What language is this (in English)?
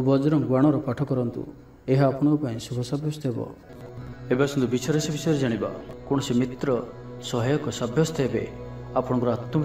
Odia